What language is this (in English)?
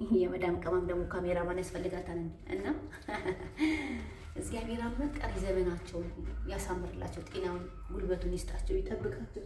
Amharic